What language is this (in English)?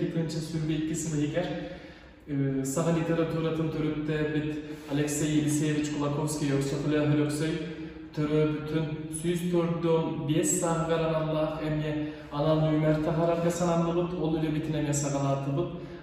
Yakut